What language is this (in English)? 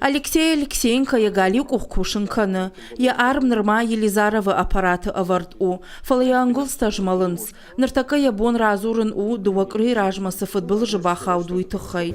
Ossetic